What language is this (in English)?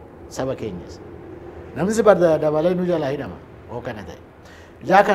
Oromo